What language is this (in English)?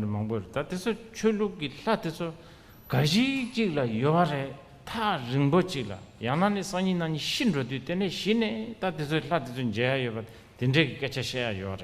Tibetan